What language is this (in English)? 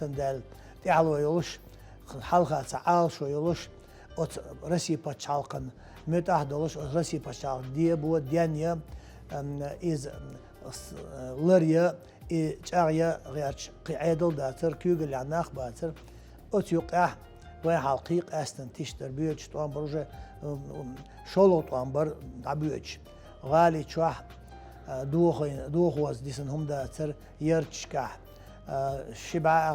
Chechen